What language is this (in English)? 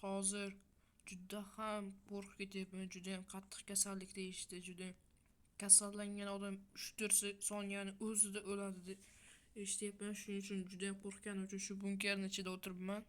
Uzbek